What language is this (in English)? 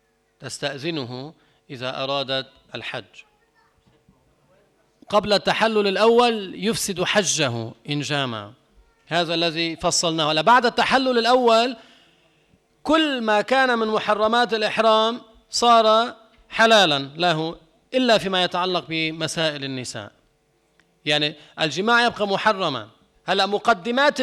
Arabic